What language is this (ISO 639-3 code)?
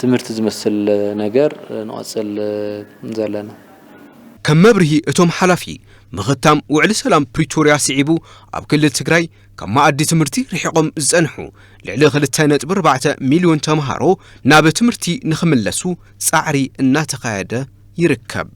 tir